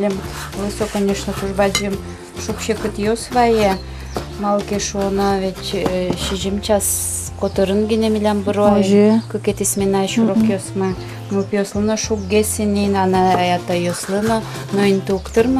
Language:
Udmurt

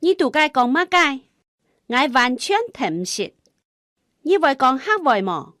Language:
Hakka Chinese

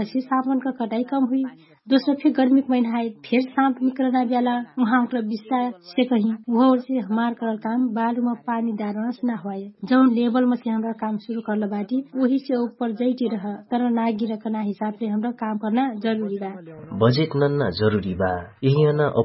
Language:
Dangaura Tharu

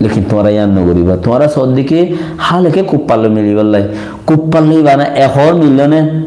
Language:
Rohingya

